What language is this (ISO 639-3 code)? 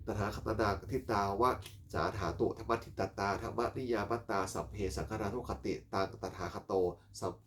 pli